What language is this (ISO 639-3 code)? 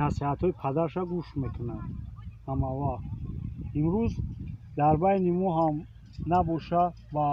tgk